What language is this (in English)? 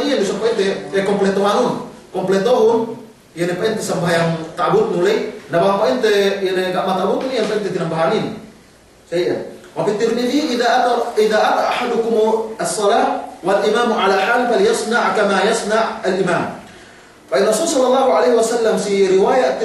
Yakan